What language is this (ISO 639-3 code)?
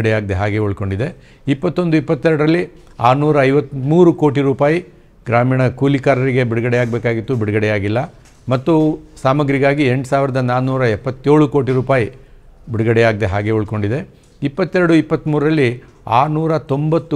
kan